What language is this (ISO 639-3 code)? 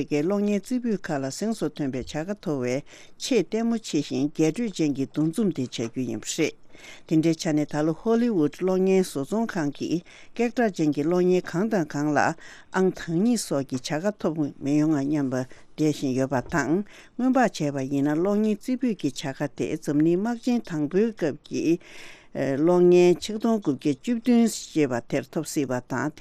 bod